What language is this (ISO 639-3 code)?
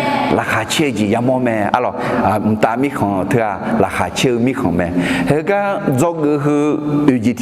ahk